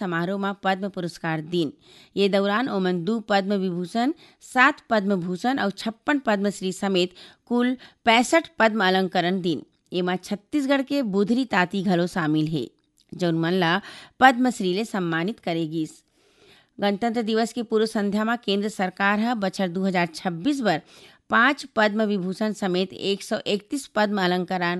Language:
Chhattisgarhi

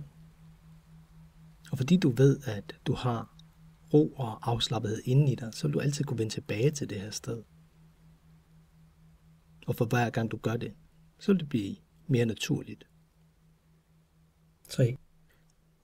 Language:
Danish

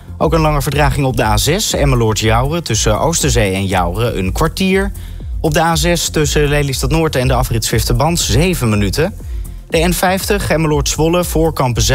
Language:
Dutch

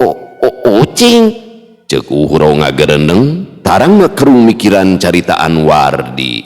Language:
Sundanese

